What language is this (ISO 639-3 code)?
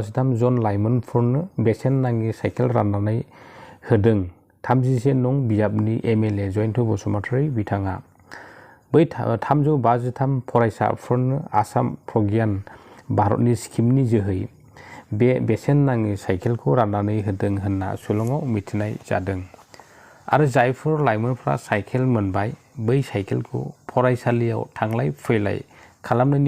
brx